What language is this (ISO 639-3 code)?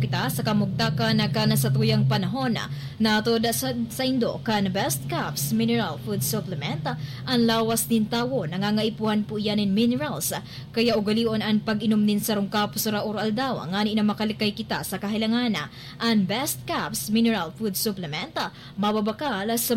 bik